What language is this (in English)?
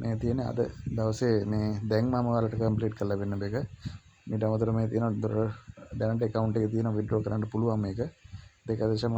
Sinhala